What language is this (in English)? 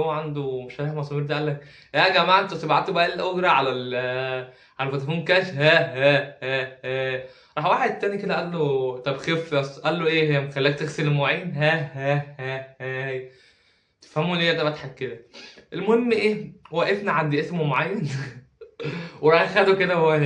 Egyptian Arabic